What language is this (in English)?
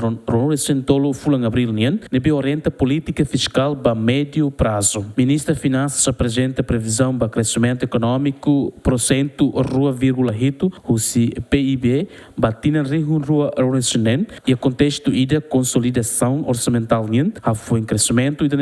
Tetum